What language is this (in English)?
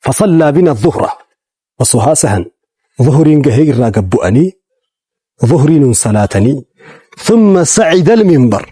Oromo